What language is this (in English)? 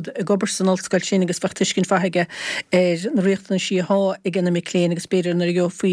Irish